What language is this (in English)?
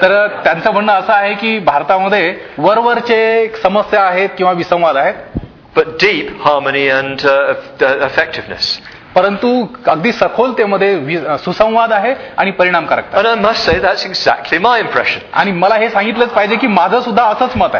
Marathi